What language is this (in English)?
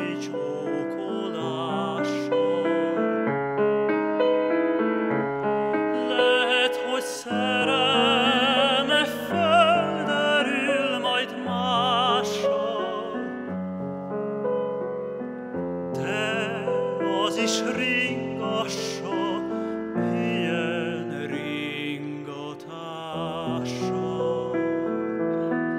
Hungarian